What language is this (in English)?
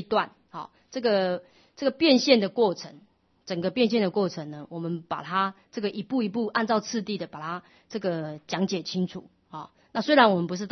Chinese